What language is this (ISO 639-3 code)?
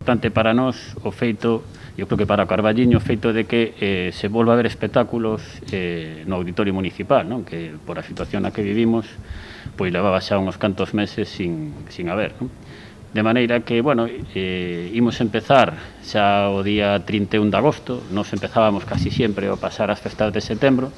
glg